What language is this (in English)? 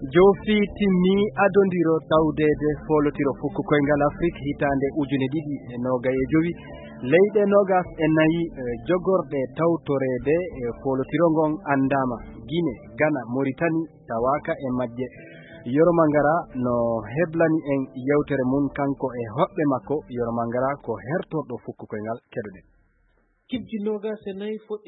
Fula